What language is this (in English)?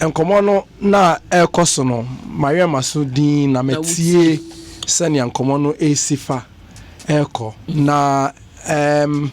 Akan